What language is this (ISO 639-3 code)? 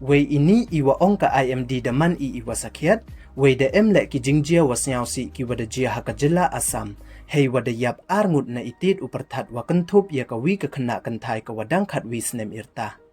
pbv